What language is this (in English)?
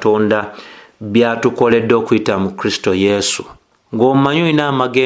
Ganda